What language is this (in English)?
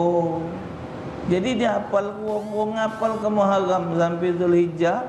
Musi